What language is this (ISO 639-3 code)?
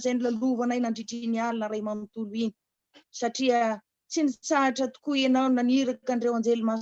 mlg